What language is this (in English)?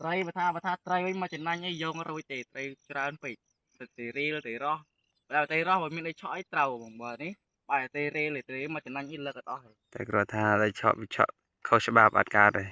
Khmer